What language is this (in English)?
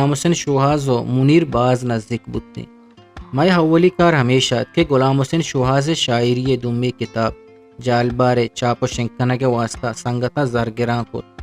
Eastern Balochi